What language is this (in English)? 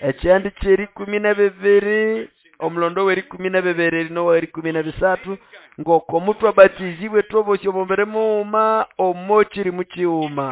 Nande